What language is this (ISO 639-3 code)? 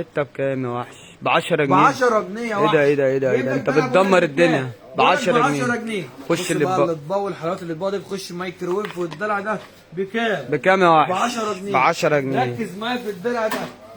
arz